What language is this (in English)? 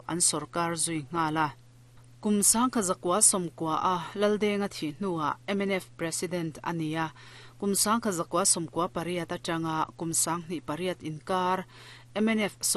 Mizo